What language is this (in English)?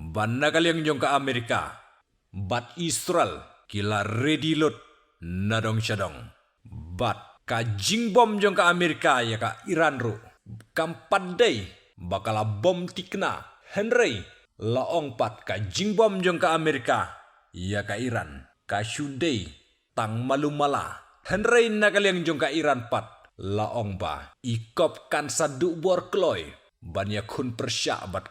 Khasi